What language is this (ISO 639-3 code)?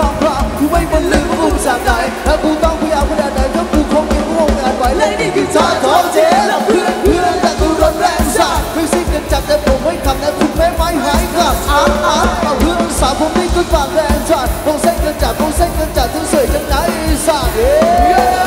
tha